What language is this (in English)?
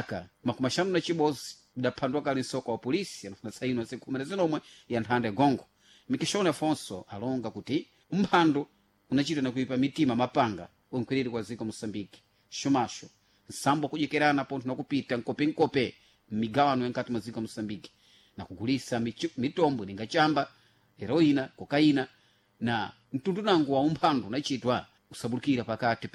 Sena